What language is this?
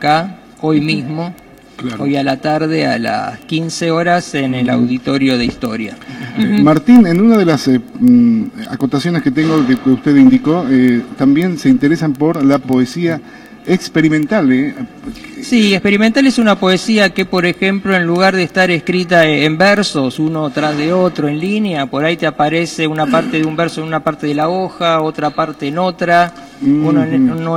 Spanish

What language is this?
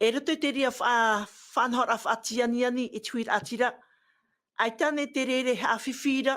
Tahitian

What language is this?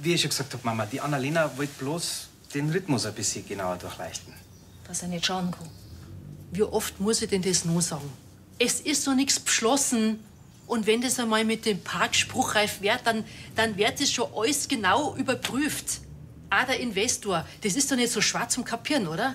Bavarian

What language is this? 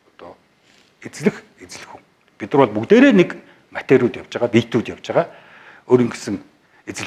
Mongolian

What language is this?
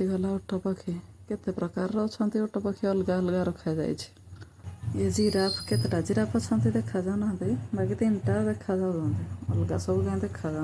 Odia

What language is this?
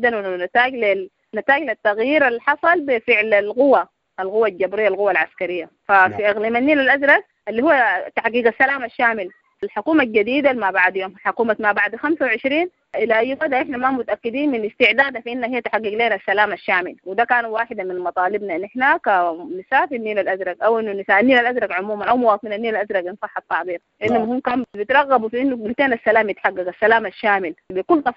Sudanese Arabic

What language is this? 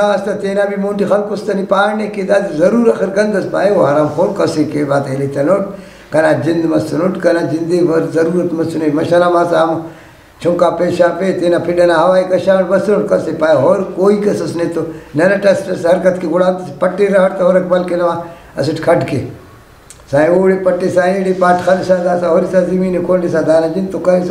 Brahui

